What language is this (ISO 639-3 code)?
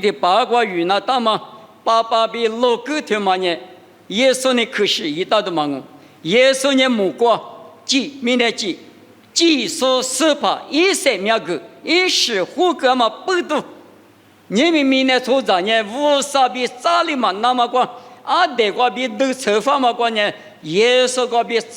lis